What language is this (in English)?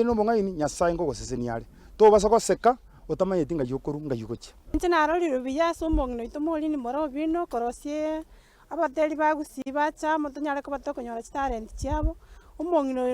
Gusii